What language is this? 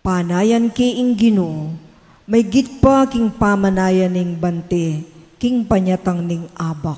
Pampanga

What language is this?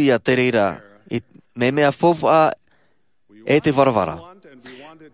Tahitian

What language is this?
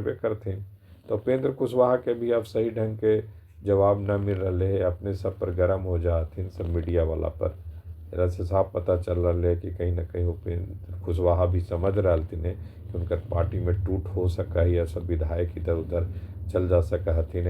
Magahi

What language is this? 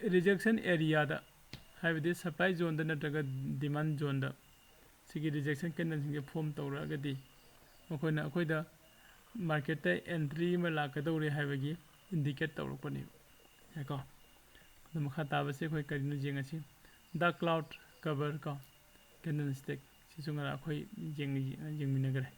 Manipuri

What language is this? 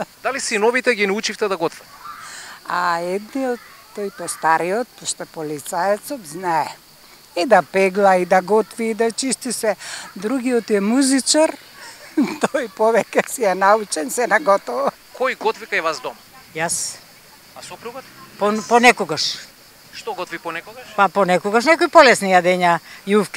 Macedonian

